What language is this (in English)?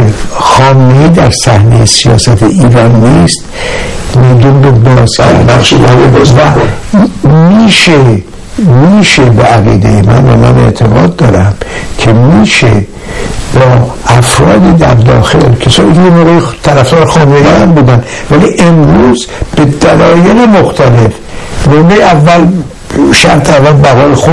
Persian